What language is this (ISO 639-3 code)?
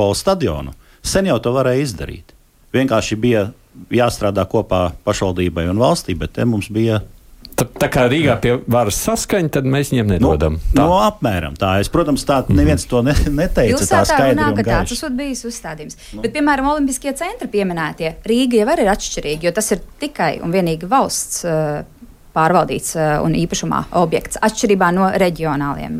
lav